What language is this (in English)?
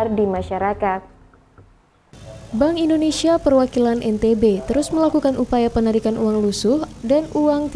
Indonesian